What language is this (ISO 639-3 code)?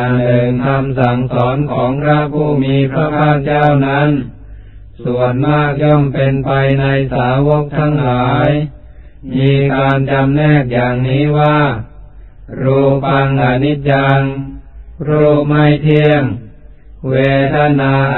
tha